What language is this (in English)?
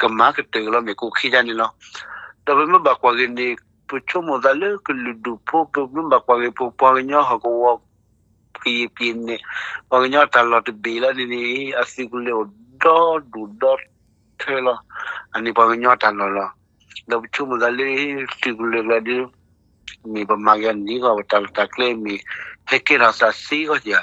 S'gaw Karen